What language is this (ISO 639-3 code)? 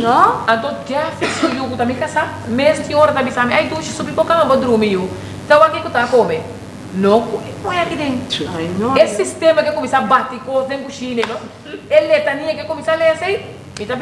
pap